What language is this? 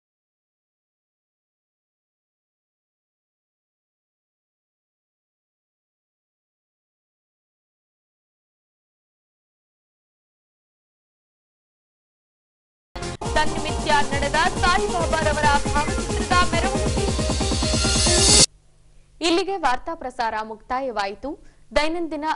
Kannada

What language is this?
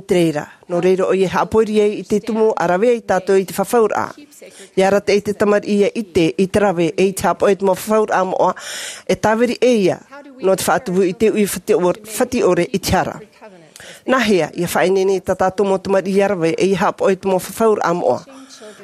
Tahitian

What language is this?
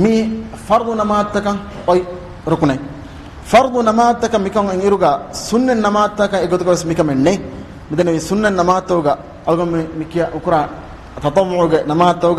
Divehi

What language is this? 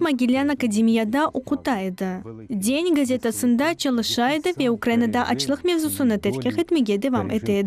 Crimean Tatar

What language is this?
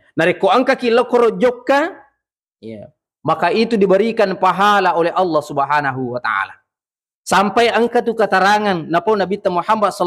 Buginese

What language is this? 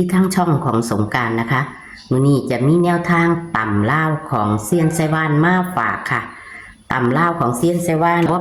Northeastern Thai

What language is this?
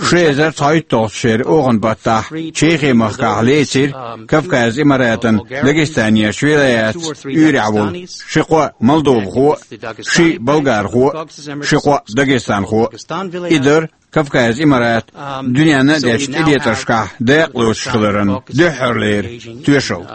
Chechen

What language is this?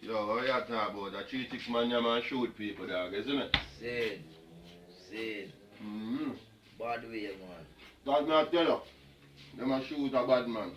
Jamaican Creole English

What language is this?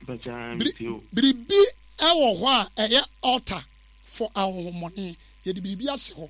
Akan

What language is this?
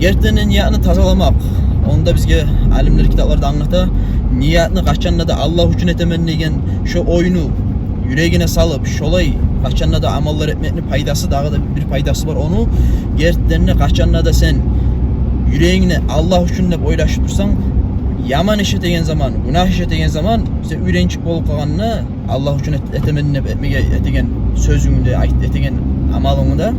Kumyk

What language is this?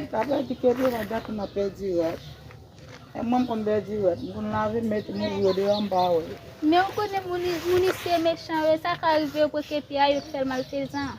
Haitian Creole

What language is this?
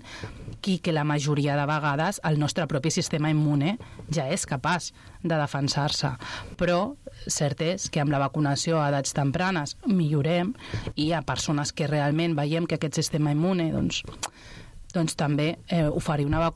Catalan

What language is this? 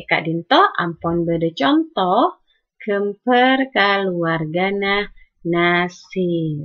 Madurese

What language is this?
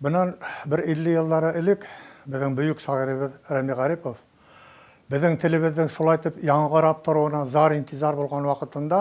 Bashkir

